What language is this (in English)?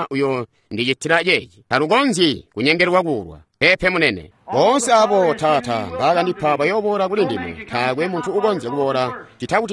Tonga (Zambia)